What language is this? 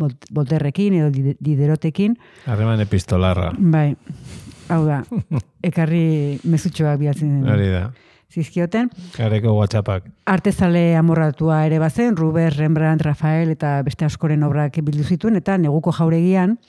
Basque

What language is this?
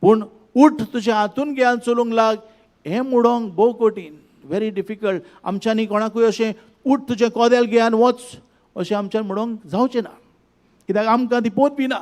Konkani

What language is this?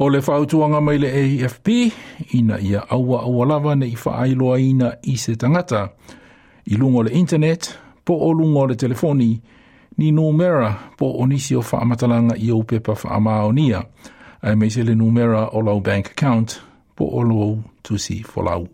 Samoan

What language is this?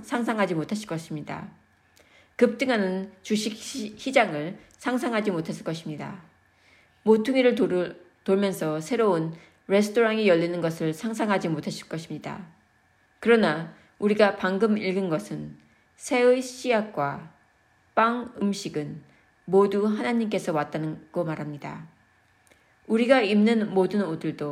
Korean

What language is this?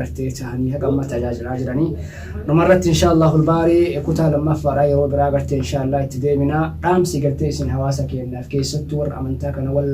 Oromo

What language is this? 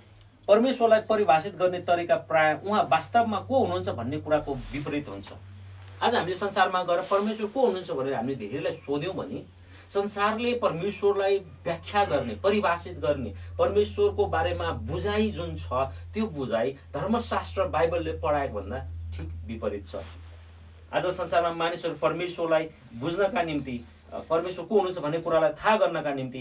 Nepali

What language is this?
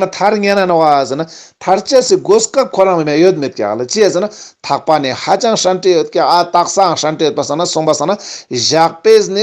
Ladakhi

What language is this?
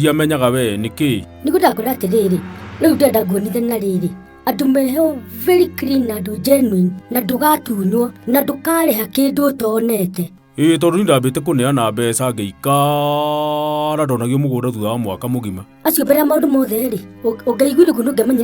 Kikuyu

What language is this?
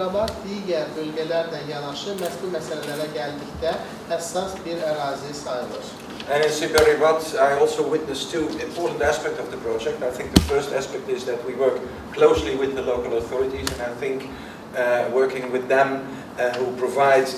Azerbaijani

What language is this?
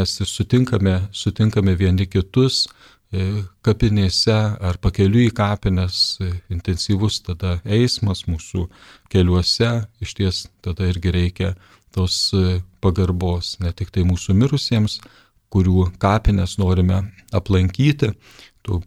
Lithuanian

